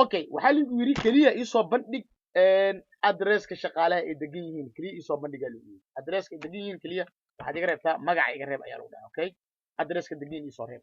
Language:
Somali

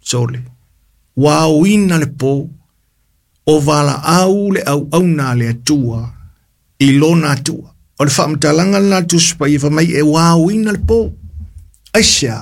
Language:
Samoan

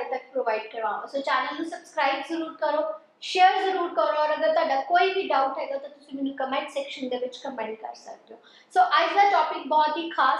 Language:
Punjabi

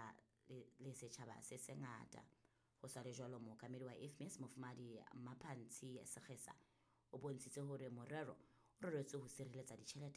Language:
Southern Sotho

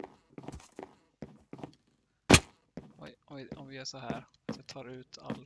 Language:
Swedish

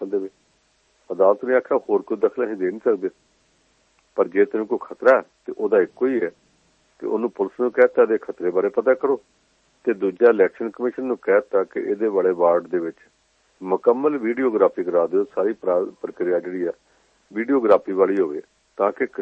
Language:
Punjabi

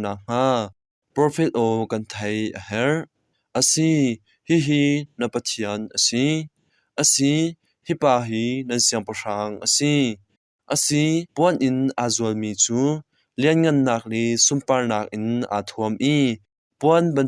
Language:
Hakha Chin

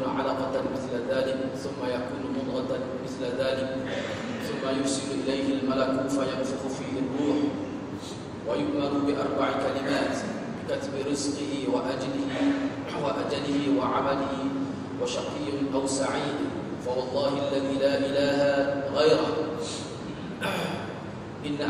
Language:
Malay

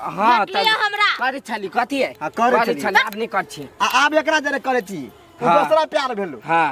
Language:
Maithili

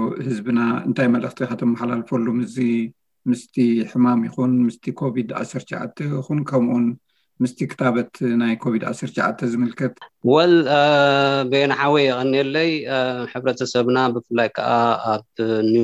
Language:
Tigrinya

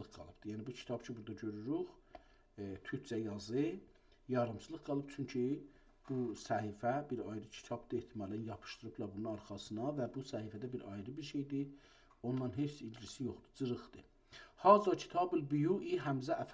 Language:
South Azerbaijani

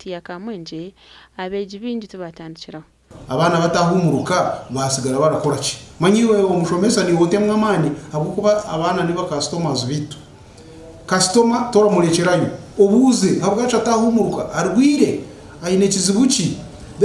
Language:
Nyankole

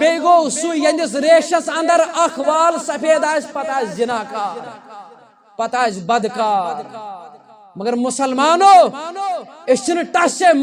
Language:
Kashmiri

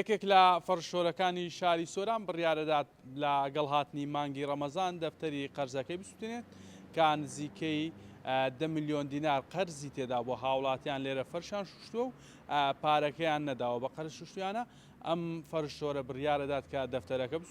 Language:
Central Kurdish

